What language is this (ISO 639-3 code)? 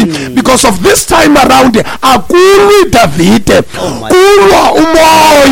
xho